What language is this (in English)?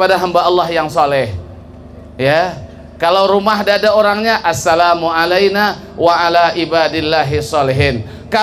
Banjar